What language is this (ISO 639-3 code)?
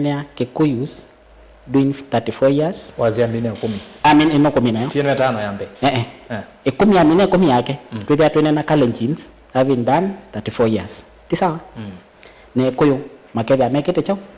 kam